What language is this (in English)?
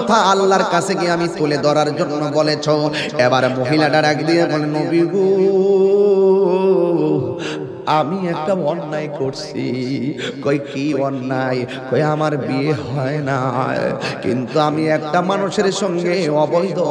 Bangla